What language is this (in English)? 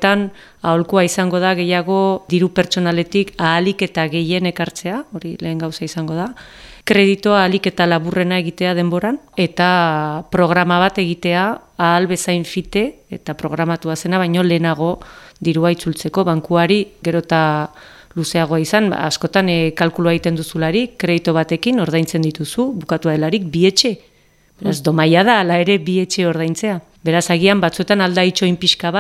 Basque